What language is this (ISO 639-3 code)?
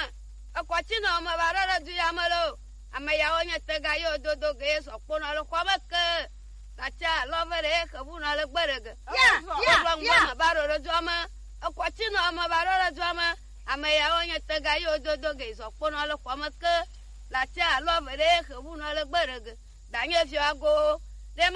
gej